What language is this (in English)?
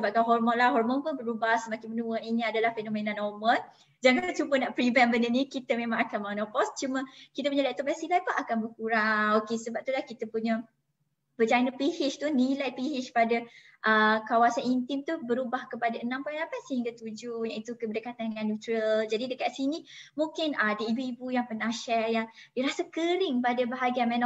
Malay